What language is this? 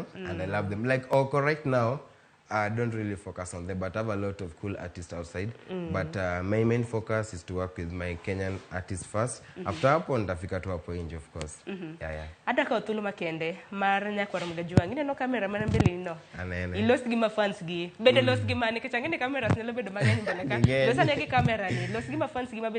Luo (Kenya and Tanzania)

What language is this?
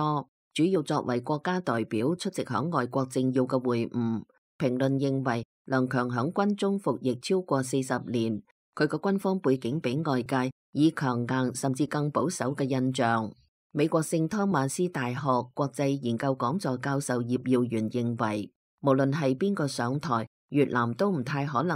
Cantonese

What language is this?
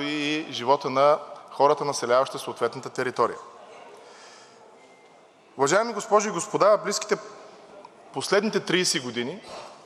Bulgarian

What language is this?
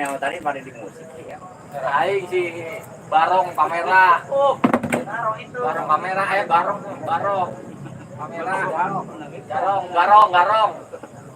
Betawi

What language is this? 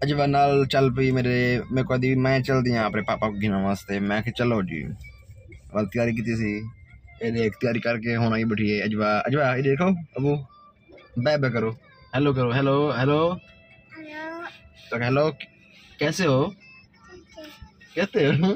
Saraiki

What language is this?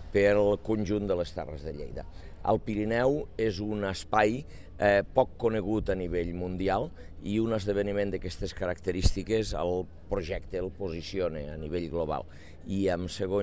Catalan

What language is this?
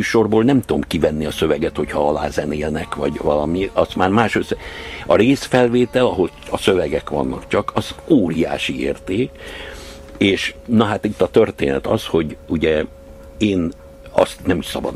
Hungarian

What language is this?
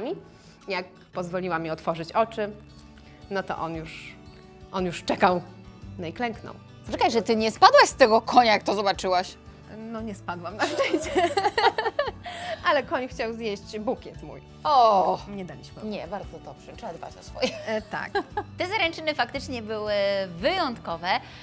Polish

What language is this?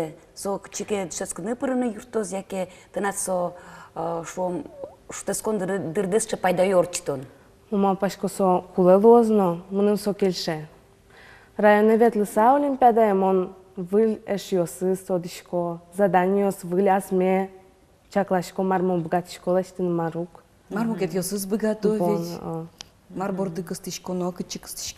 Udmurt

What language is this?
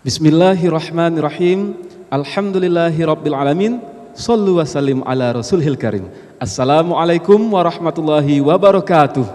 Musi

